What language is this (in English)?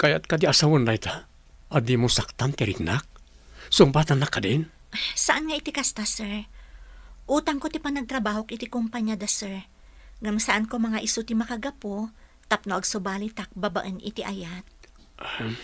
Iloko